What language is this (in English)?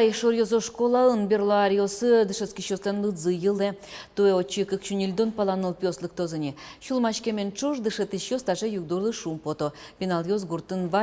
Udmurt